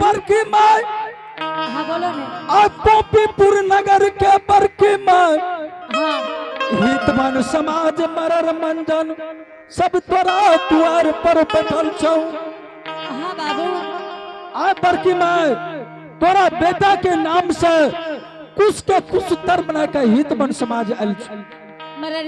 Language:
Angika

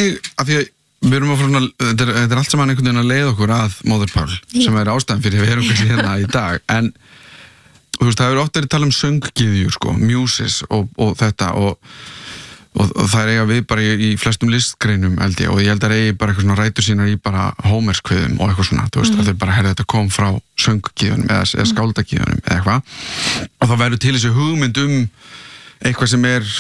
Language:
Icelandic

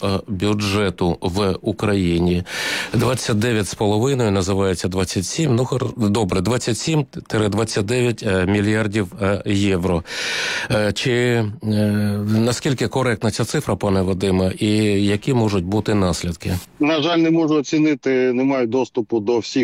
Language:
Ukrainian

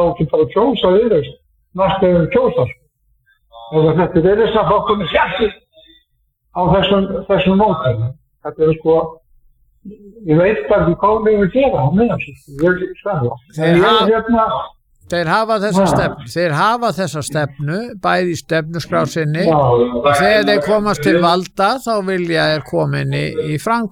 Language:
Icelandic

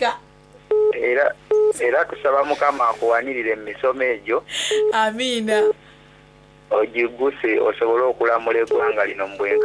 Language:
Soga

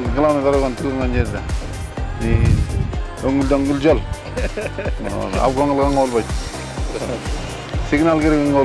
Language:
Kyrgyz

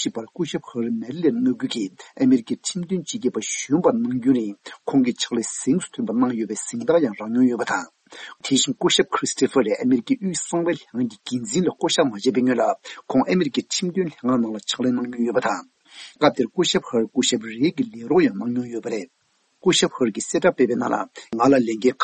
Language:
Tibetan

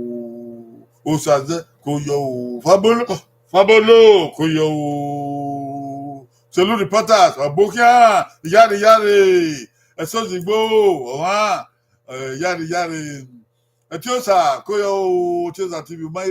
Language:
Bini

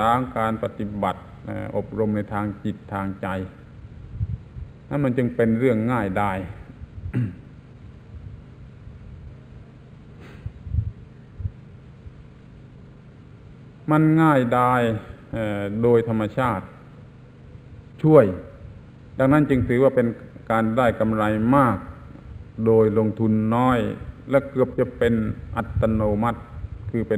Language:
Thai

